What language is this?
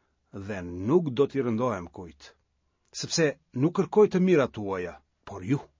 Albanian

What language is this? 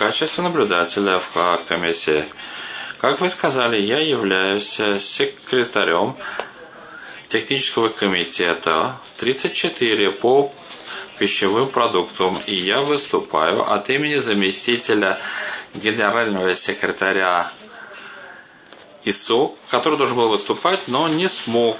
Russian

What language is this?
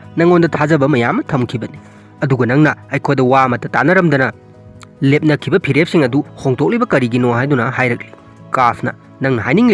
Manipuri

